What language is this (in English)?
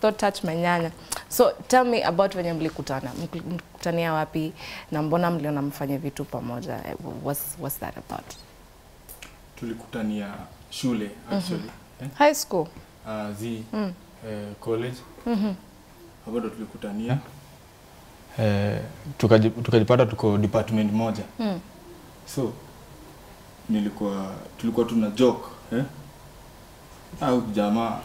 Swahili